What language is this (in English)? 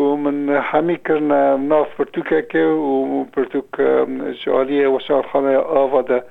Kurdish